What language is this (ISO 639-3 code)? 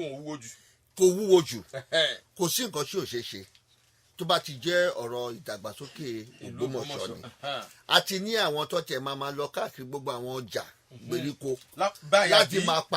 yor